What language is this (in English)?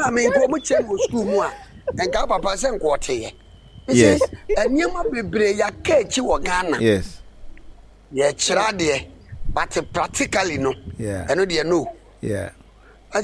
Akan